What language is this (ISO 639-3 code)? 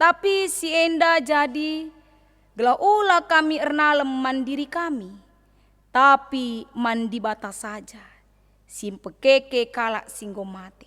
btx